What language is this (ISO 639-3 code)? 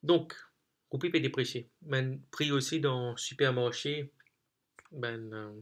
mfe